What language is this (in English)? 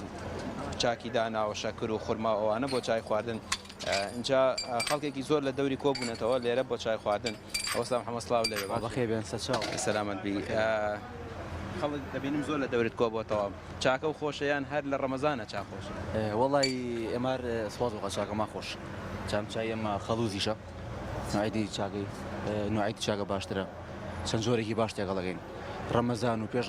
Central Kurdish